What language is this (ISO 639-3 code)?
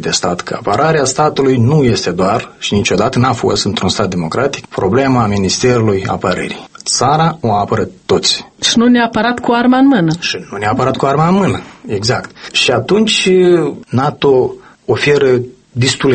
ron